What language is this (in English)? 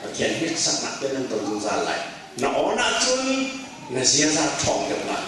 Hakha Chin